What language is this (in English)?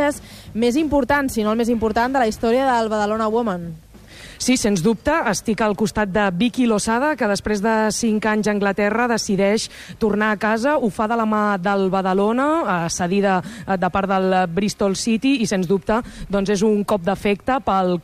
Catalan